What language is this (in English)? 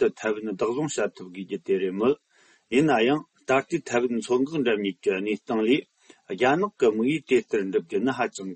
Tibetan